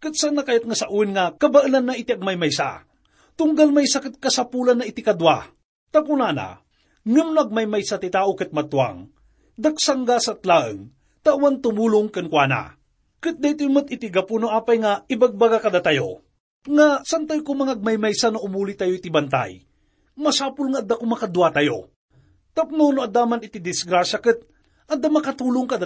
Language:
Iloko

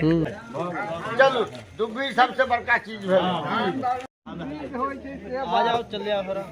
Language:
Maithili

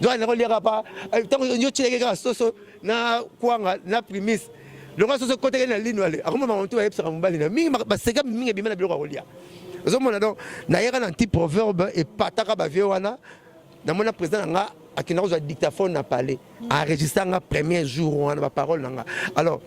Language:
Lingala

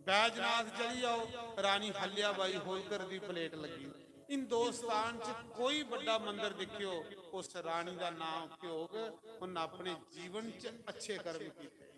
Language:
Dogri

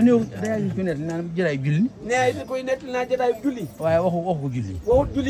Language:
Wolof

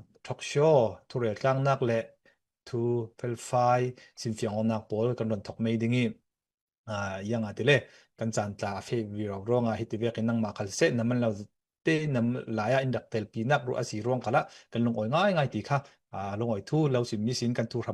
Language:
Falam Chin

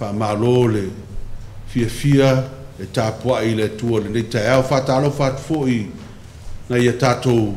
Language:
Samoan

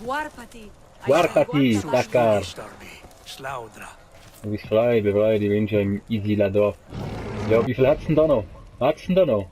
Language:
Swiss German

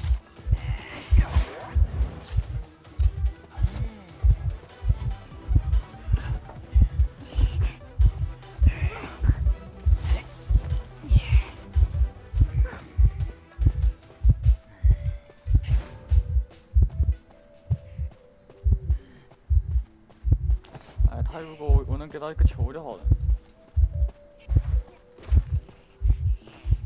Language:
Chinese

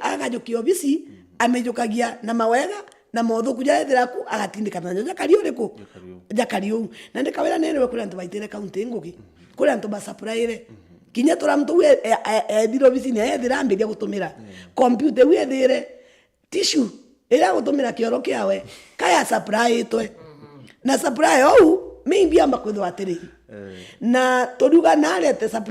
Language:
Meru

